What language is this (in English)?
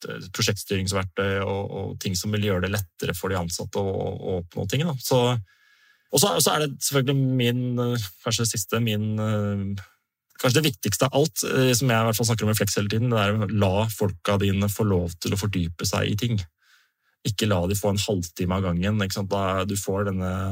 Norwegian